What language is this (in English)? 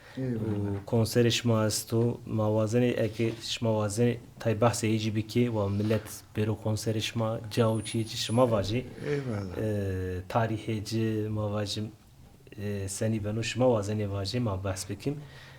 Zaza